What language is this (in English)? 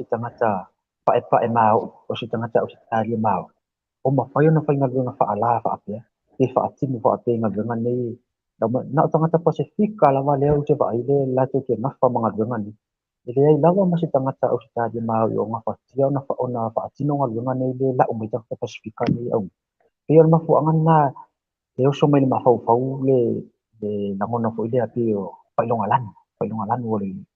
Samoan